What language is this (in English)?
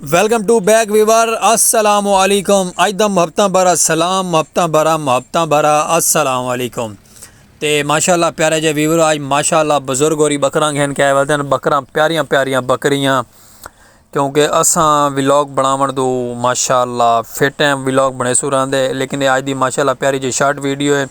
Saraiki